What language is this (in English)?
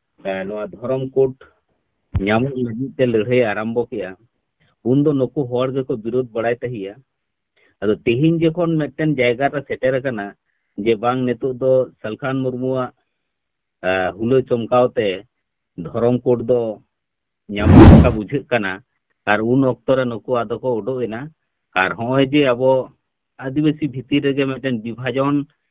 Santali